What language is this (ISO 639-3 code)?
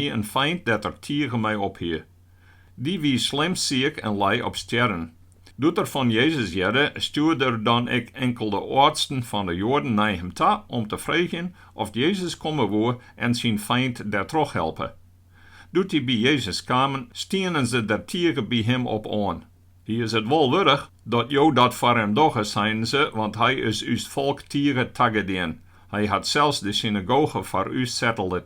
fry